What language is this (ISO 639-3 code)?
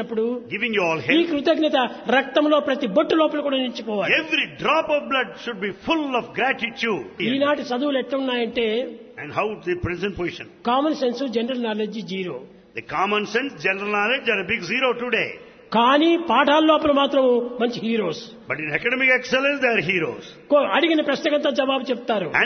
tel